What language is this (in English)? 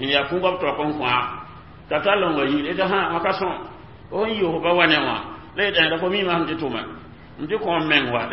Mossi